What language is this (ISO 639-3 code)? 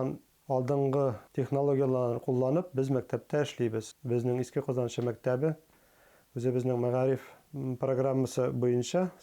bak